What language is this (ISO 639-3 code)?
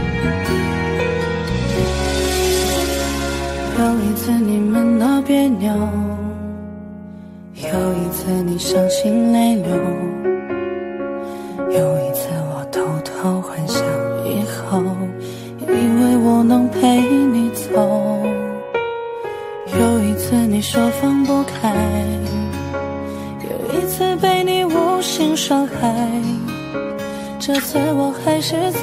zho